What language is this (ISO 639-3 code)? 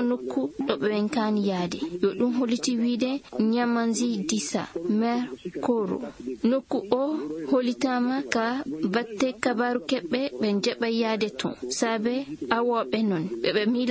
ffm